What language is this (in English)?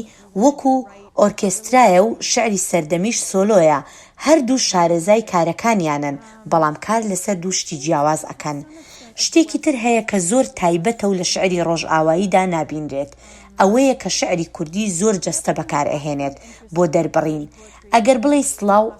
Central Kurdish